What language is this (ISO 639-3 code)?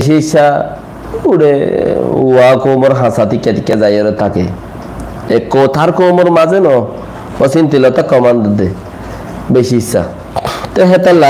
rhg